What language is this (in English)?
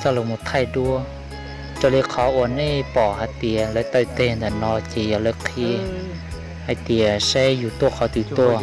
Hmong